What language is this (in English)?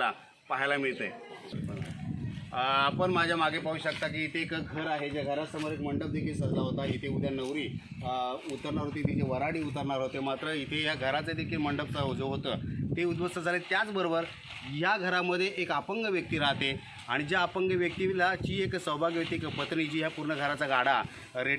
Marathi